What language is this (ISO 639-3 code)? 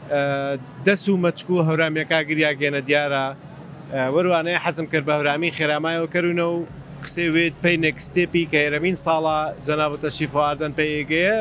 ckb